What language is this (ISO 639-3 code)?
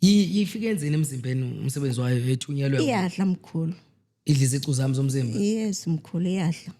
zul